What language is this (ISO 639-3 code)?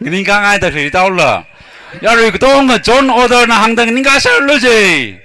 nmf